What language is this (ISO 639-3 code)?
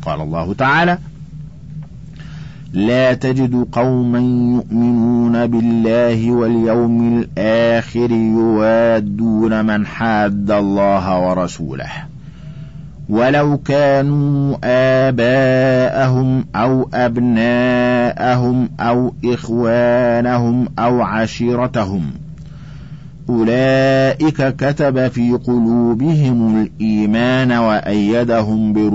ara